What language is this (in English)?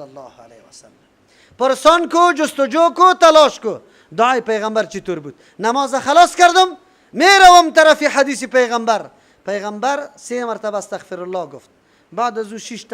Persian